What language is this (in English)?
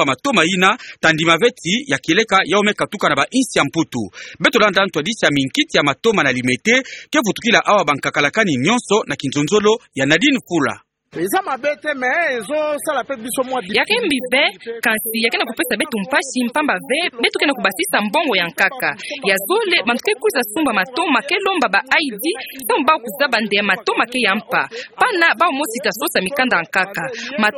Kituba (Democratic Republic of Congo)